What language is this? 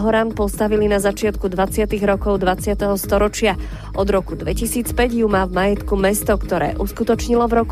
Slovak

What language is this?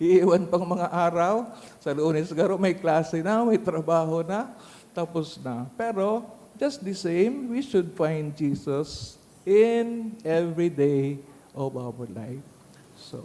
Bikol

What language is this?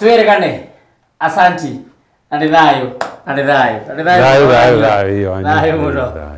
Kikuyu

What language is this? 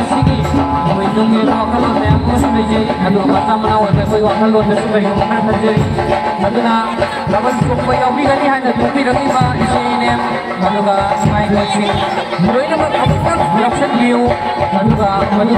Manipuri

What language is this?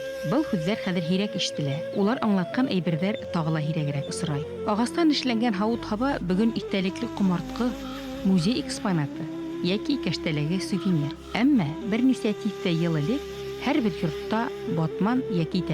Bashkir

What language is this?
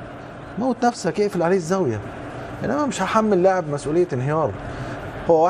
Egyptian Arabic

